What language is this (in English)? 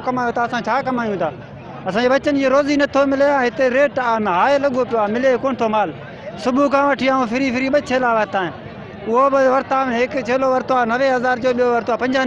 Sindhi